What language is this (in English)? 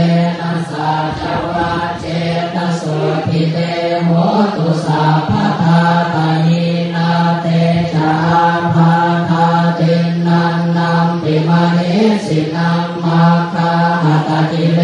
Pali